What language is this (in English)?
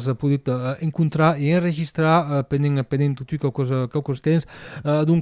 Occitan